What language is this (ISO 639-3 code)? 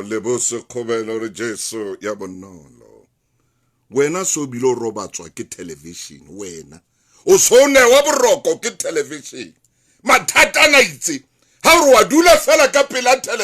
sot